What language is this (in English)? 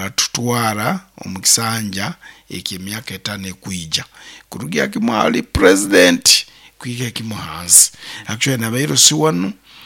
Nyankole